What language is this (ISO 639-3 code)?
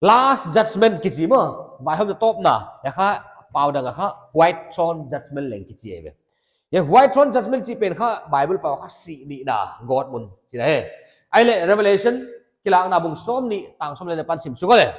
pck